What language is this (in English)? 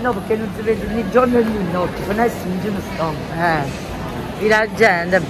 Italian